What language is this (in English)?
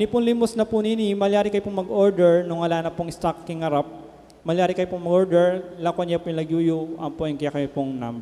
Pampanga